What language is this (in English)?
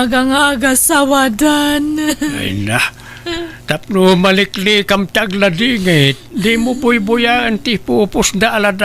Iloko